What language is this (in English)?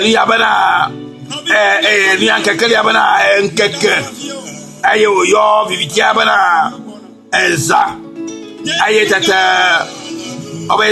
Ewe